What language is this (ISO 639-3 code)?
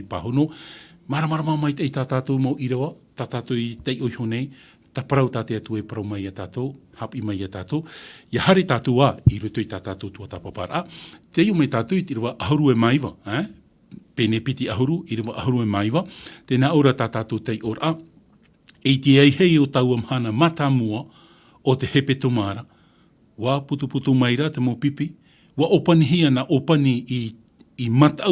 tah